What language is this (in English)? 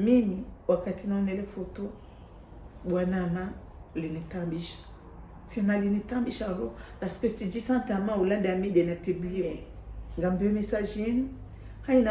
Ngazidja Comorian